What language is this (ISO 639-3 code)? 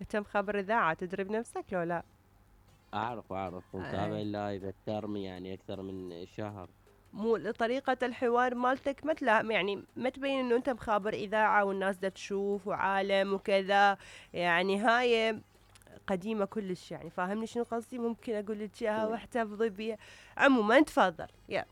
acm